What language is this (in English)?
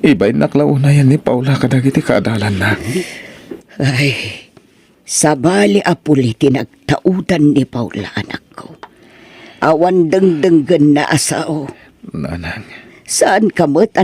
Iloko